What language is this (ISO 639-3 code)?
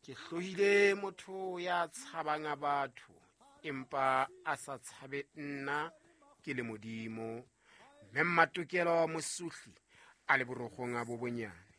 sot